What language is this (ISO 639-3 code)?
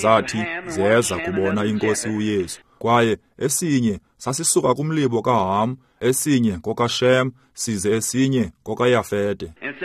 xho